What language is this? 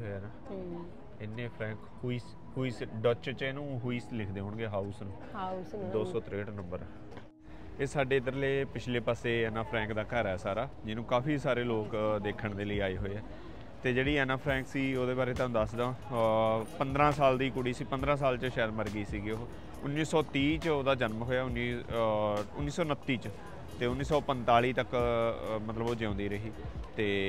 Punjabi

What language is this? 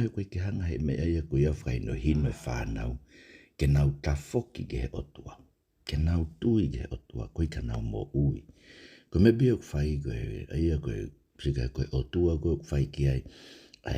Tongan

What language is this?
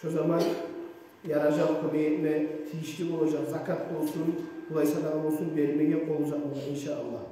Kumyk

